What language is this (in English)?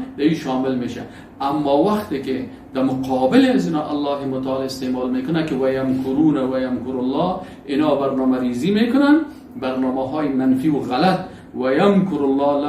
Persian